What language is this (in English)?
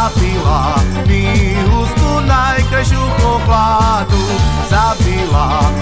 Slovak